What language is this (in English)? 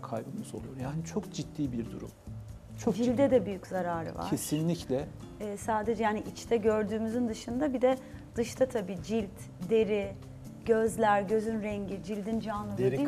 Turkish